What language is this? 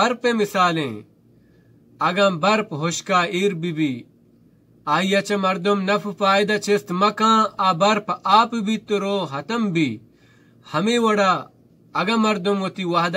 Baluchi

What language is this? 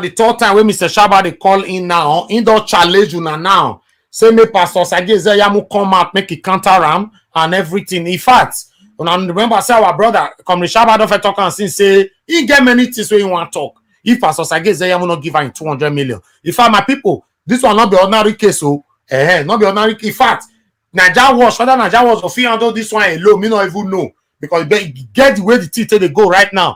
Nigerian Pidgin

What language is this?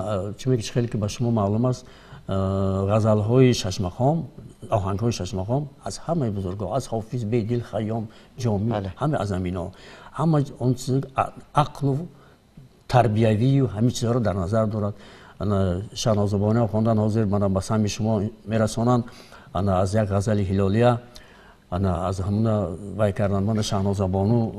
Tajik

